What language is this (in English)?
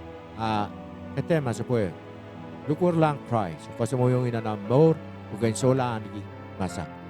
Pohnpeian